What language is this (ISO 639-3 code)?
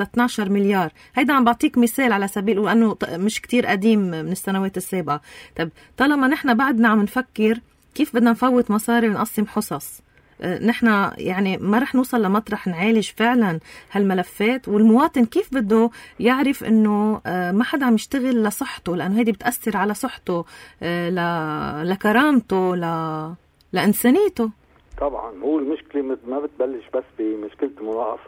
apc